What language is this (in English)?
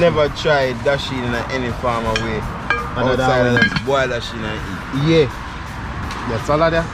Jamaican Creole English